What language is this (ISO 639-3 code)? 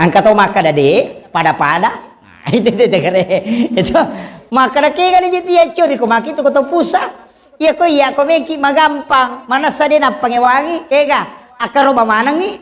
bug